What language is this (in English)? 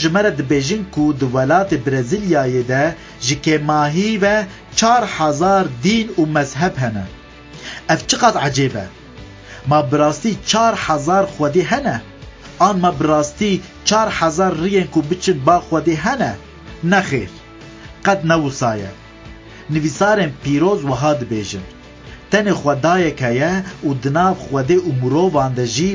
Kurdish